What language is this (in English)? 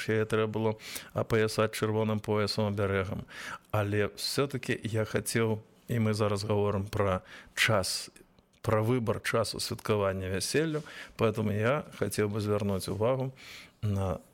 Belarusian